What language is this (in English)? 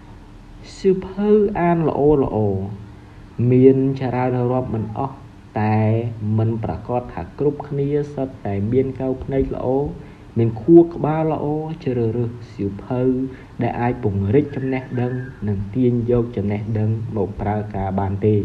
Khmer